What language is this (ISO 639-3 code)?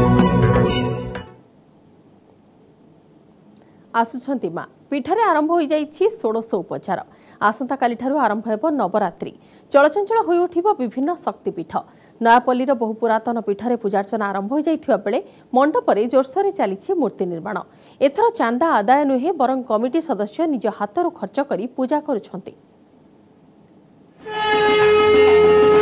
ori